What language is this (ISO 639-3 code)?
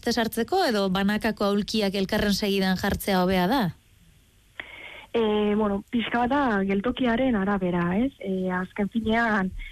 eus